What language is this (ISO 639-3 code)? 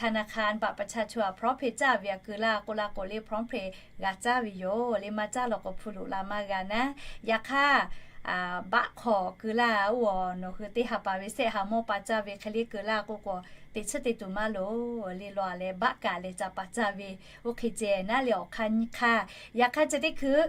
lhu